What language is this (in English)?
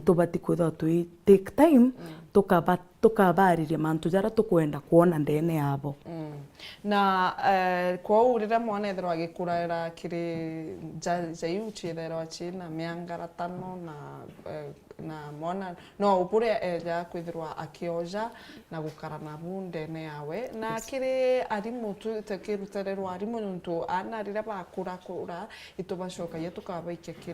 Meru